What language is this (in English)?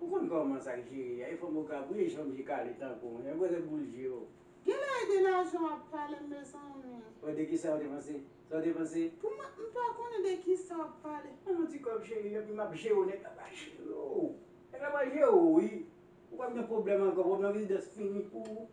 Haitian Creole